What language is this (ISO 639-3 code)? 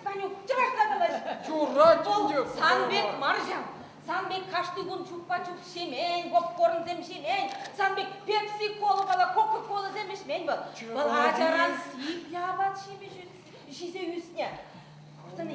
chv